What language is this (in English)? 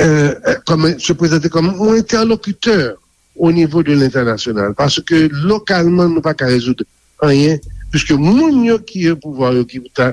Haitian Creole